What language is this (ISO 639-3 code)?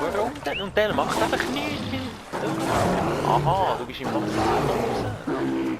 gsw